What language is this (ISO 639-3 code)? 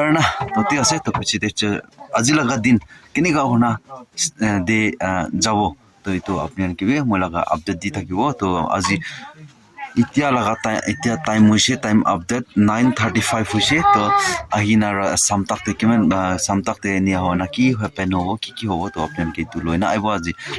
nag